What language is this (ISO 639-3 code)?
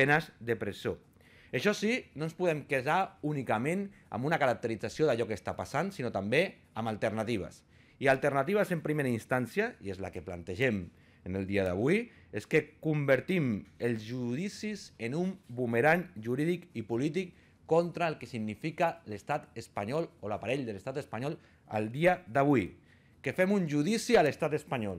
cat